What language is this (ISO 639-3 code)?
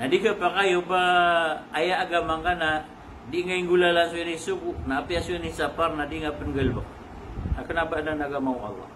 mrw